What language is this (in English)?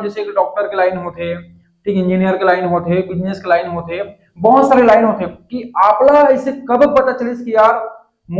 Chhattisgarhi